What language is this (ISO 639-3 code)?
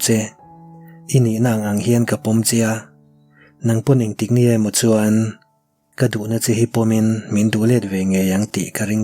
lus